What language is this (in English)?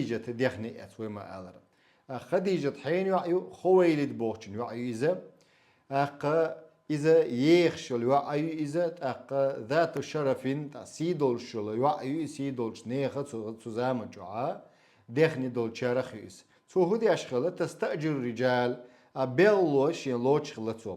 Chechen